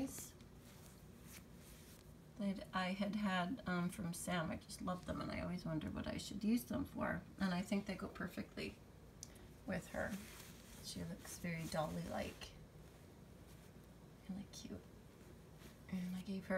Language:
English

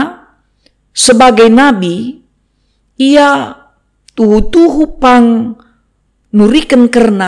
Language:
Batak Karo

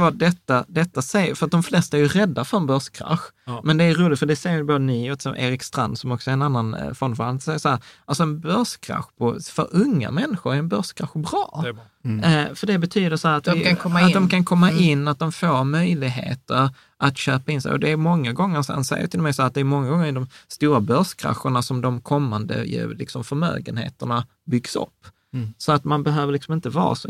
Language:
Swedish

